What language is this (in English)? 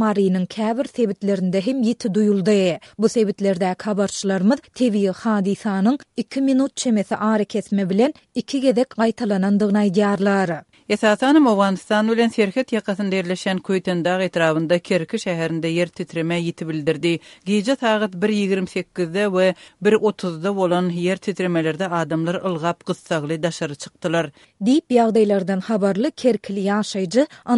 Turkmen